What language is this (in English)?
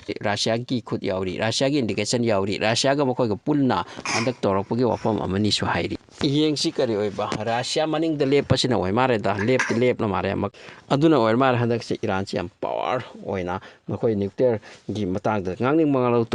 Manipuri